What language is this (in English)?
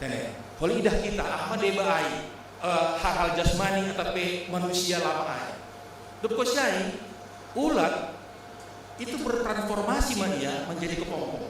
Batak Simalungun